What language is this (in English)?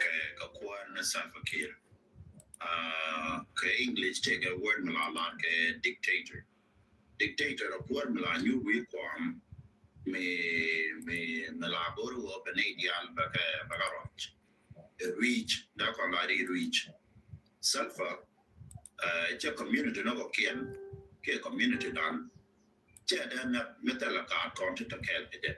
Nuer